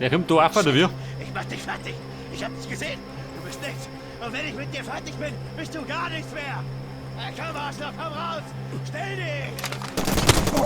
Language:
Bavarian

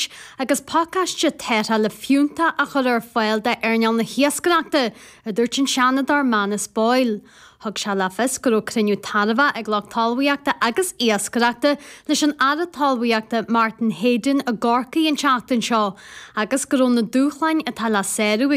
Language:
Irish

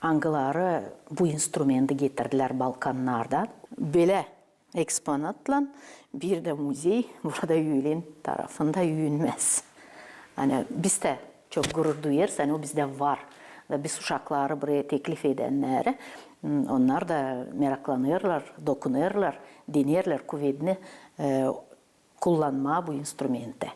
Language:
Gagauz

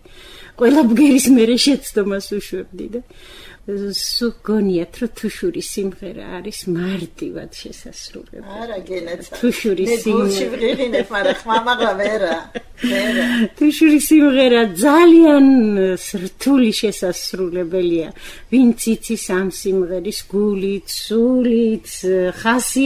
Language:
Georgian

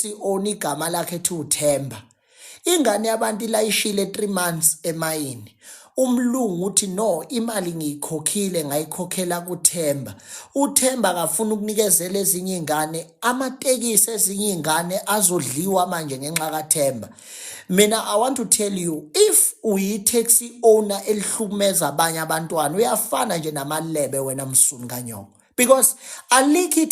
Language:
Zulu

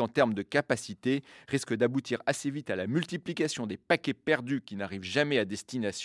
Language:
French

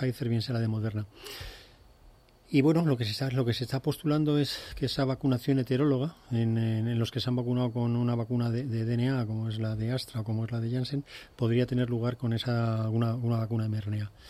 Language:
Spanish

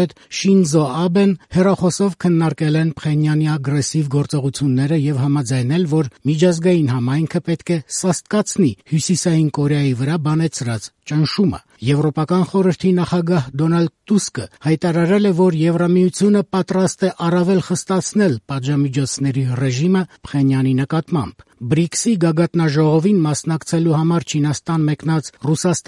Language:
Armenian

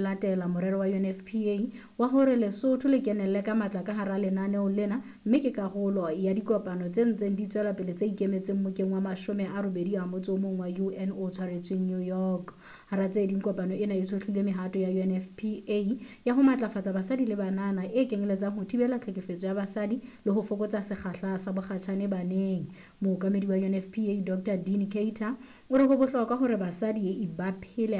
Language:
Southern Sotho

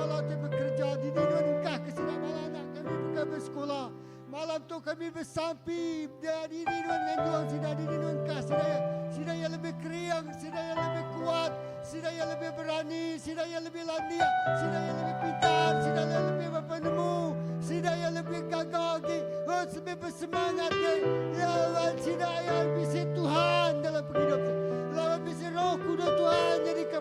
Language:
Iban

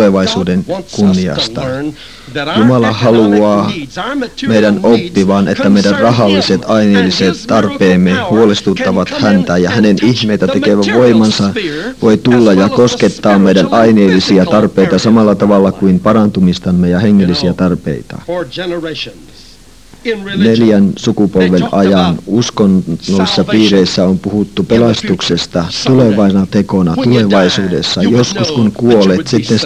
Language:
Finnish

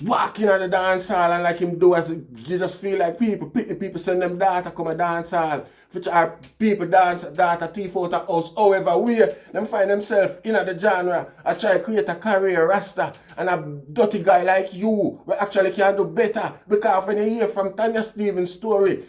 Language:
Jamaican Creole English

